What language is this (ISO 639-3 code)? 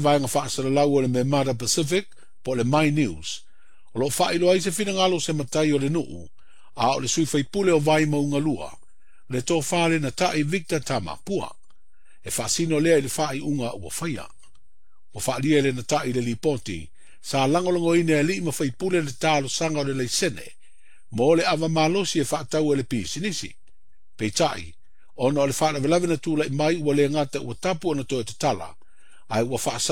smo